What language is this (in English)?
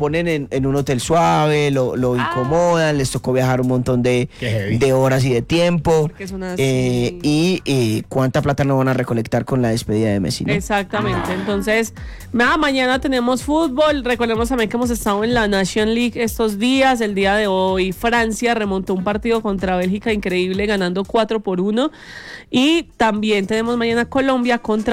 Spanish